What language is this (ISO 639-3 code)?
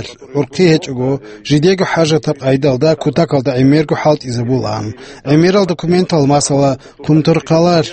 ava